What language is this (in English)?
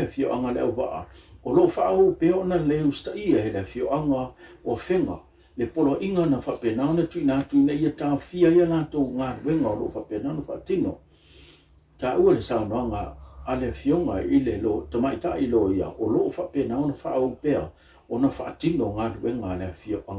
Samoan